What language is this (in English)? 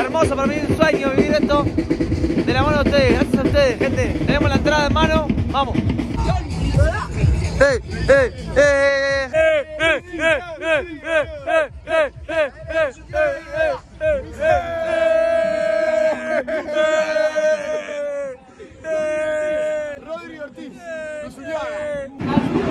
Spanish